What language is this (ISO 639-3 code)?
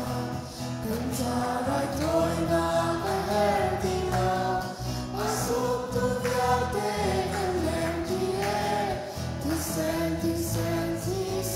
cnh